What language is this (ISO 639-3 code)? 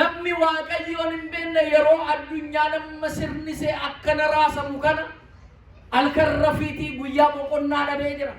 orm